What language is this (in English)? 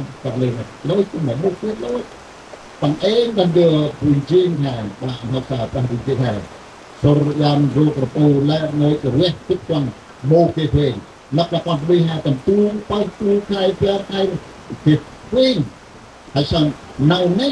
Central Mnong